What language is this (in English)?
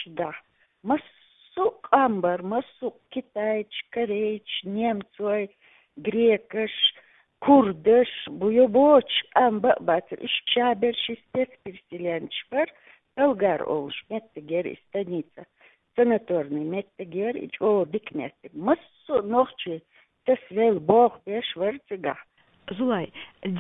Chechen